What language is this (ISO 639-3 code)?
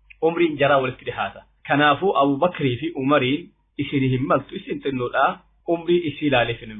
orm